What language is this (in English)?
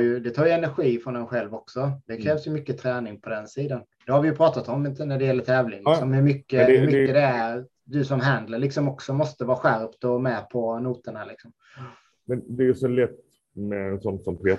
Swedish